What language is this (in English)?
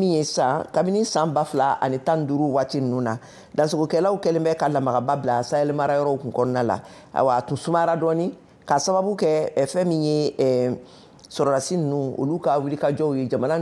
Bambara